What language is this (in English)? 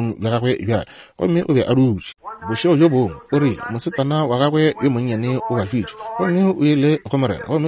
Northern Sotho